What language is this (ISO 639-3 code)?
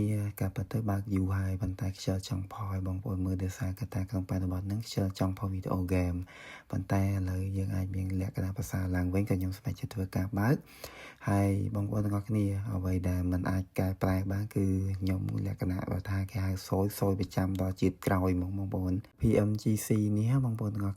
khm